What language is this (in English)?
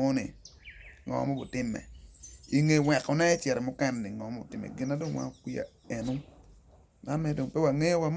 Acoli